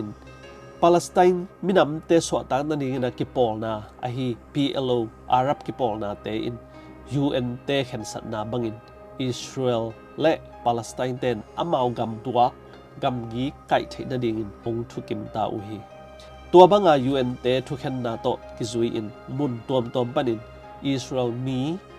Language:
Tedim Chin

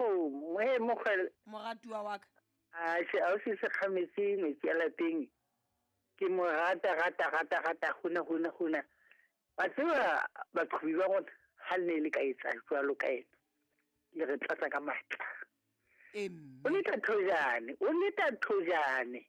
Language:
Southern Sotho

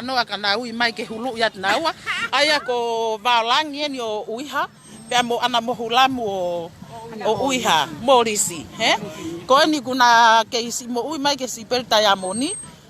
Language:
Tongan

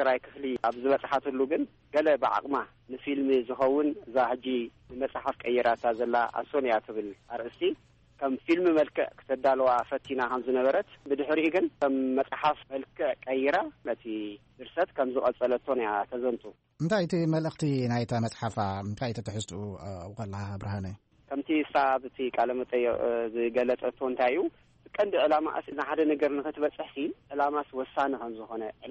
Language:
Tigrinya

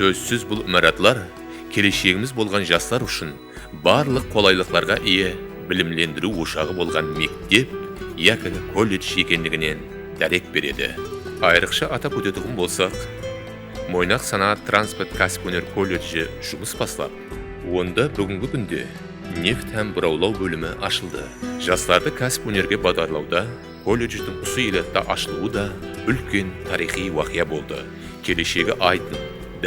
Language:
Kara-Kalpak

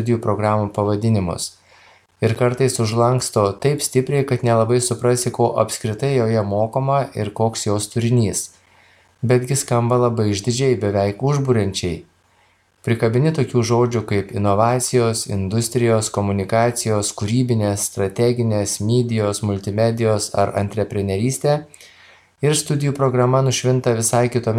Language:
Lithuanian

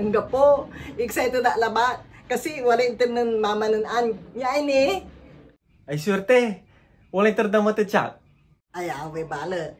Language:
Pangasinan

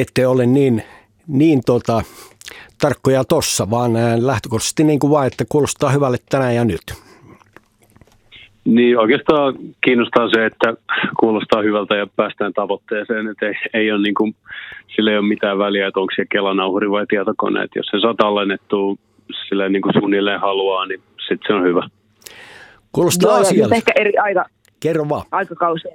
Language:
Finnish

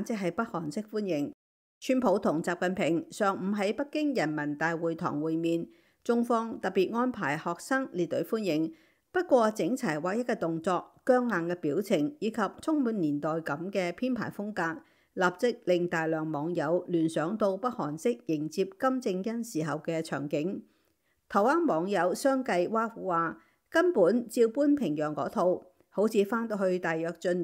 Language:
Cantonese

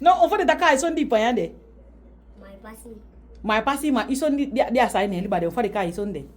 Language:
Saramaccan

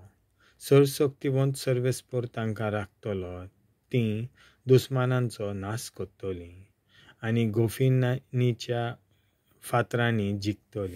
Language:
Konkani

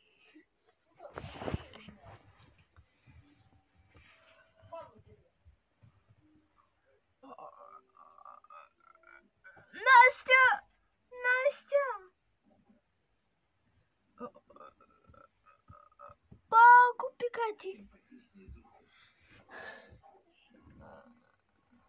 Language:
Russian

